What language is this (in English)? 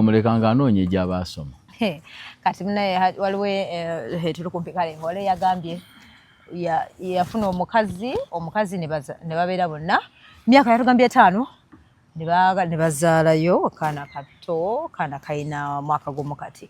Ganda